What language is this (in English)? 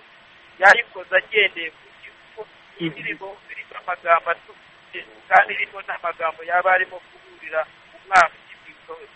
Kinyarwanda